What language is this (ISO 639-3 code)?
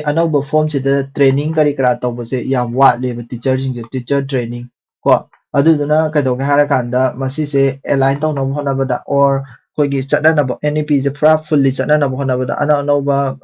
mni